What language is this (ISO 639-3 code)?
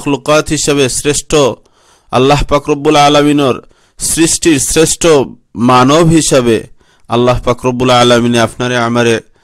syl